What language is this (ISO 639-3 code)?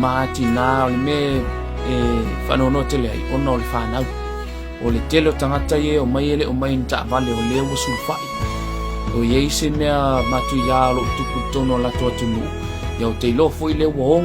smo